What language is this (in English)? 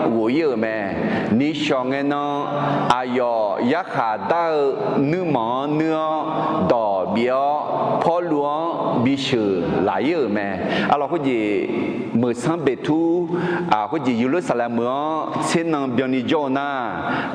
Akha